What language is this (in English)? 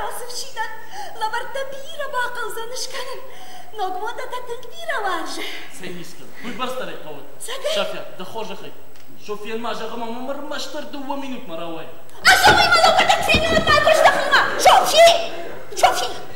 Ossetic